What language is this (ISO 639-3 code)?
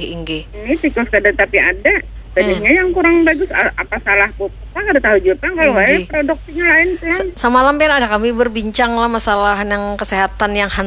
bjn